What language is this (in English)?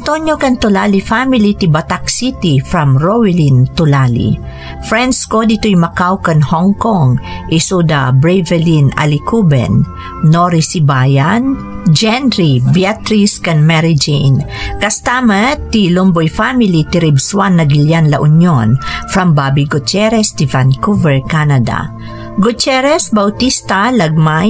Iloko